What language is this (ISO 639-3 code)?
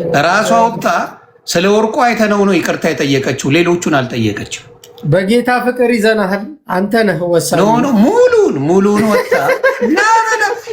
amh